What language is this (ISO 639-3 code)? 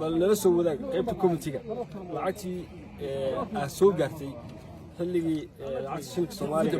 som